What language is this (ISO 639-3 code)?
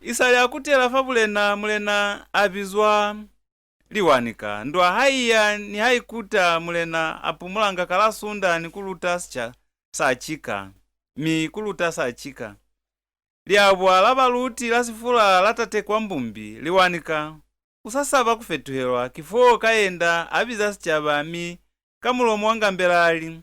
loz